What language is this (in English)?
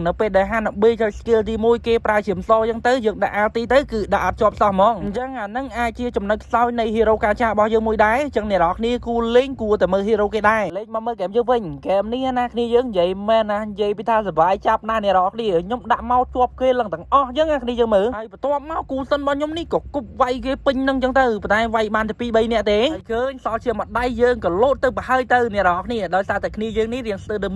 Khmer